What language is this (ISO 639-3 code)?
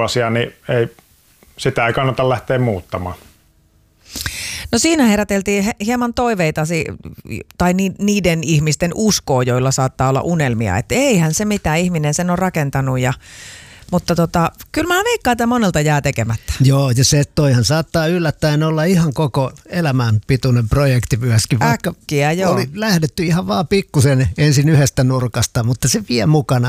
fin